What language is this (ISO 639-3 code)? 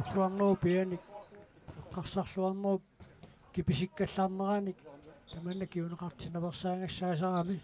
kal